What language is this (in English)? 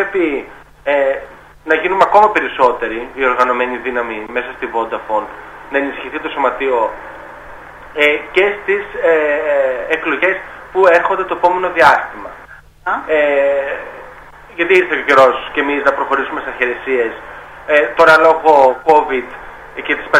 Greek